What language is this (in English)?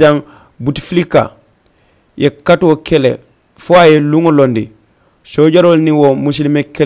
Mandingo